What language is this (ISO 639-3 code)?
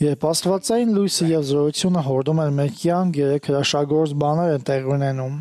hye